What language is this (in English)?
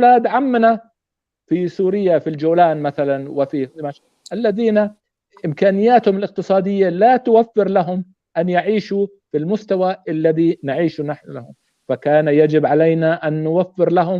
North Levantine Arabic